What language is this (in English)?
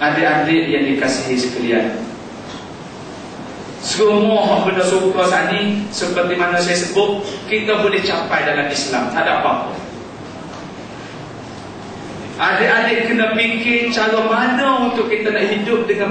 Malay